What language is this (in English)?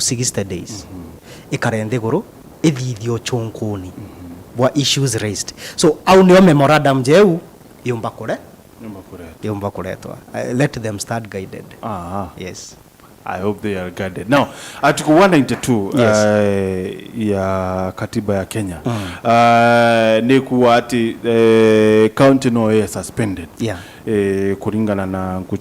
Meru